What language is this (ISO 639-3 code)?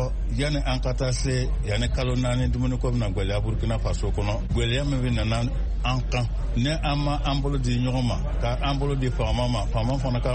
bam